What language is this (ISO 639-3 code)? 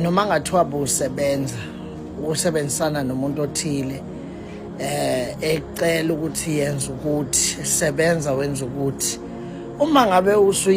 zul